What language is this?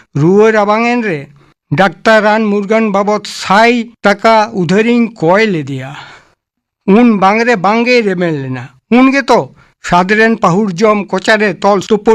Santali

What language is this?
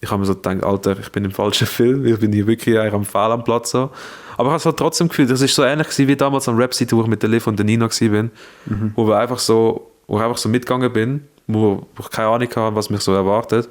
Swiss German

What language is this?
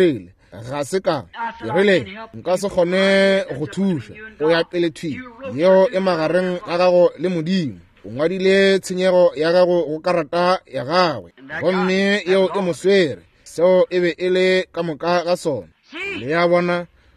Northern Sotho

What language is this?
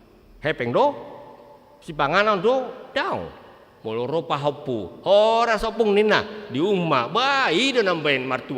Batak Toba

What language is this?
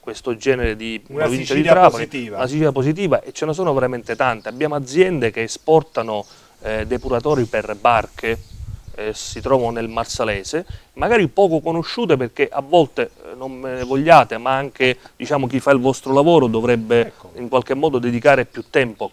Italian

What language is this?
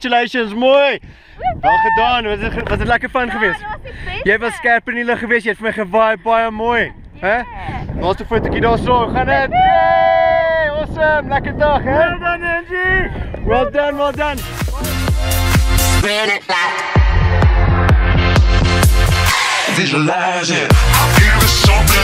Afrikaans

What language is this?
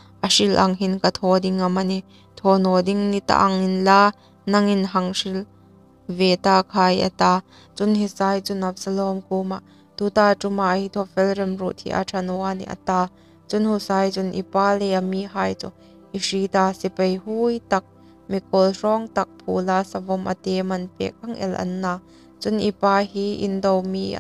Hmar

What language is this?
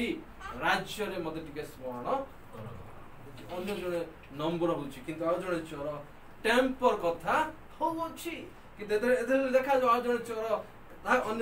Odia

